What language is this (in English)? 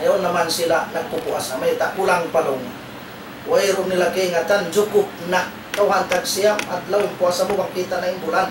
Tausug